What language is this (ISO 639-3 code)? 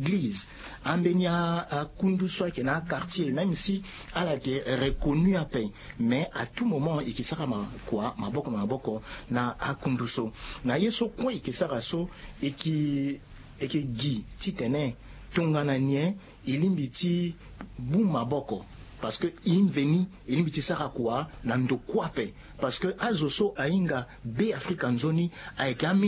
sag